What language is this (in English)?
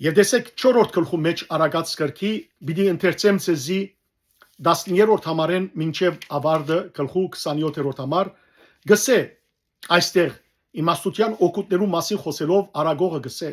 Western Armenian